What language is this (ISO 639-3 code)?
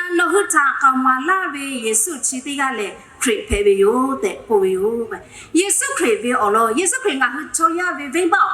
lhu